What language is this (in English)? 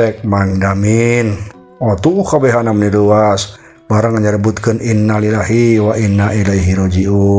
Sundanese